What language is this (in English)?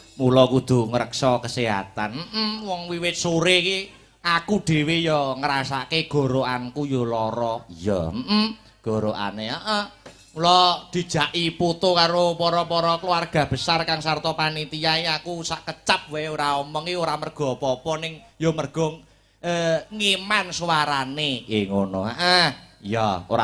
Javanese